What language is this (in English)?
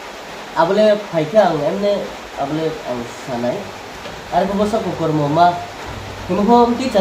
Riang (India)